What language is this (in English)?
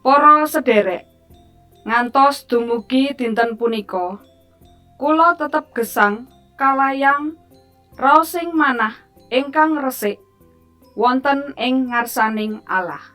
Javanese